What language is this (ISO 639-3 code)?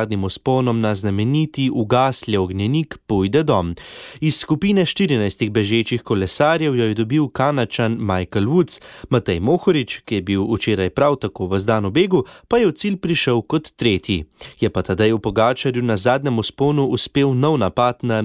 slv